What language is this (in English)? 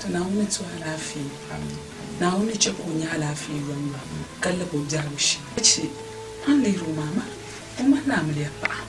Dagbani